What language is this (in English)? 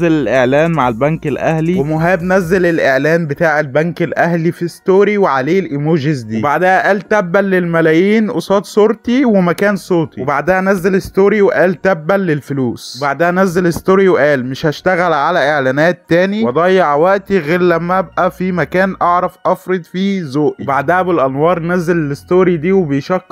Egyptian Arabic